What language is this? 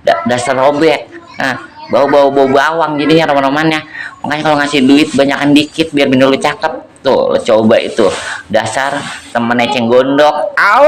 Betawi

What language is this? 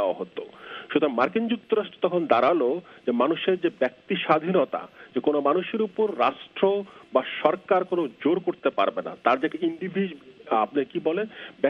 Bangla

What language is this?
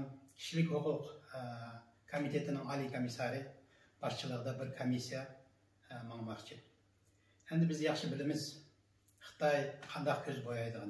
Uyghur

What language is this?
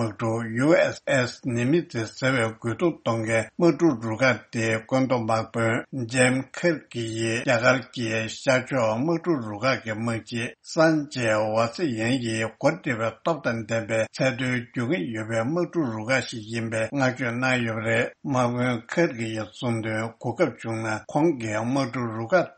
Tibetan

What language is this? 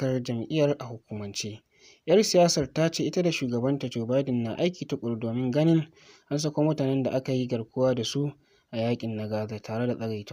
Hausa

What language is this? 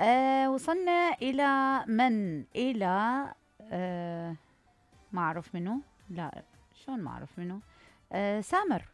Mesopotamian Arabic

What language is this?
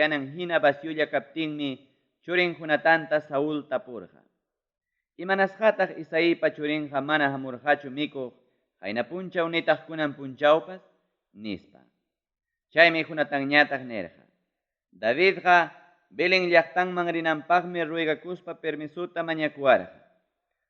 Ayacucho Quechua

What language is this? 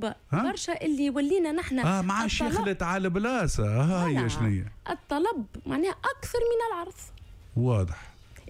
Tunisian Arabic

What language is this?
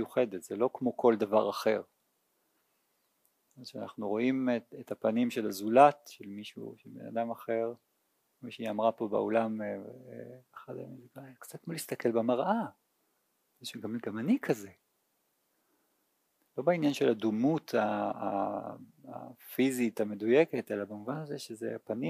Hebrew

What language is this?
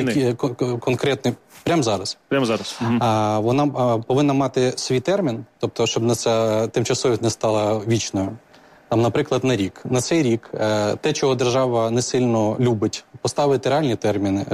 Ukrainian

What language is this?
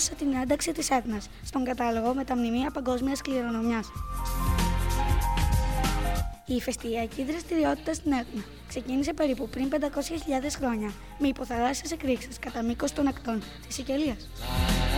Greek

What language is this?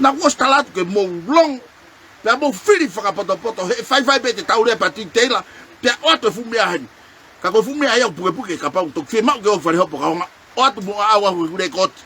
Tongan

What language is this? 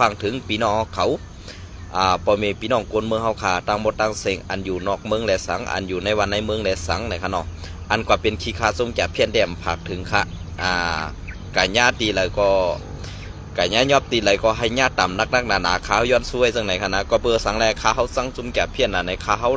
Shan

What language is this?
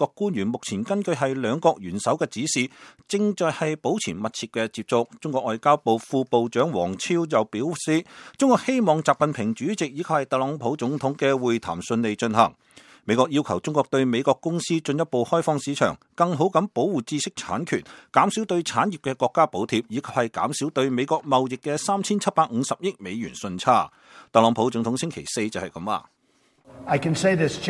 Cantonese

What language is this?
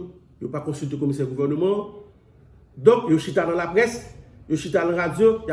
Haitian Creole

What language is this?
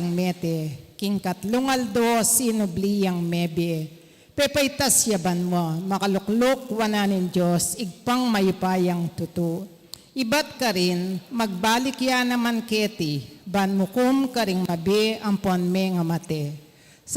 Pampanga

